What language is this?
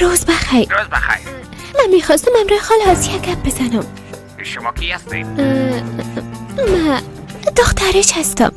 Persian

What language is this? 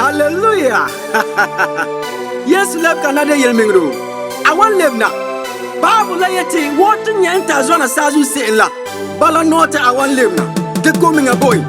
Frafra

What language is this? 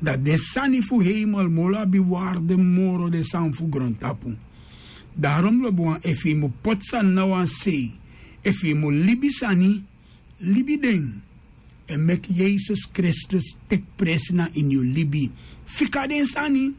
Sranan Tongo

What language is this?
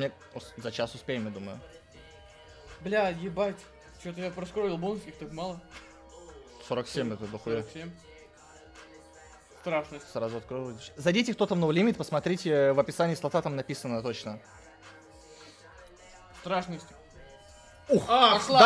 Russian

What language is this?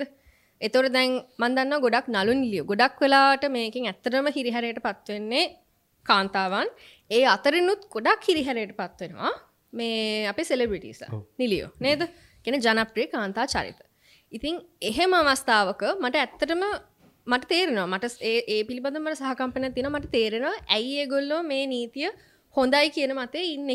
Sinhala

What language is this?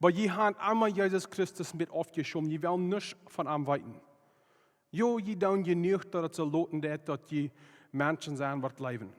Plautdietsch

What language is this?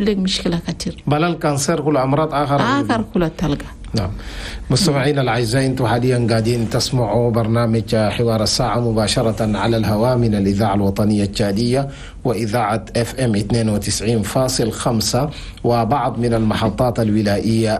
Chadian Arabic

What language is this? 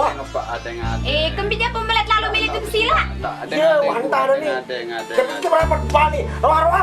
Sasak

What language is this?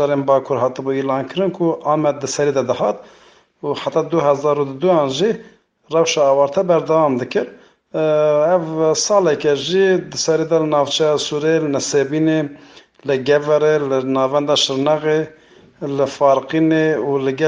Kurdish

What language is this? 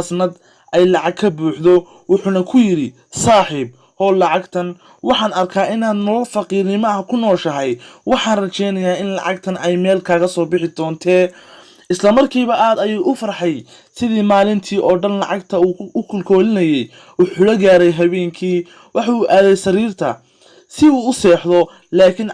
Somali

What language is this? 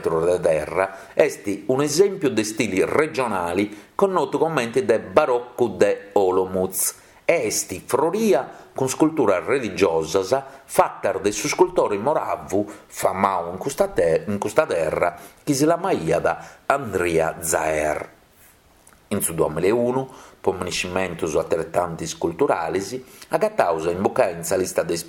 Sardinian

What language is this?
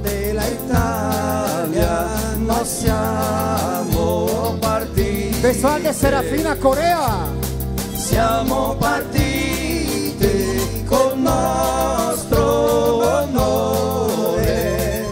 Venetian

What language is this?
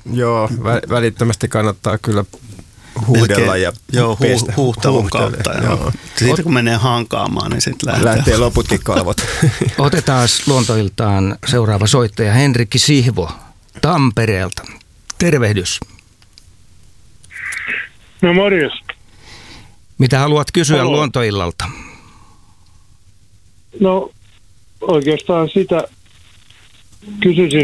Finnish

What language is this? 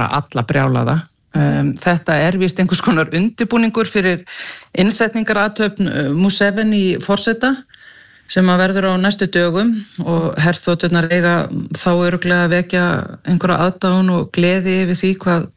Icelandic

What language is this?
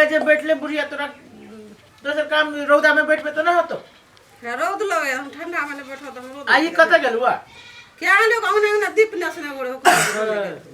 Maithili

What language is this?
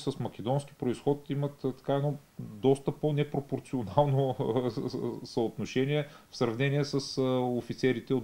Bulgarian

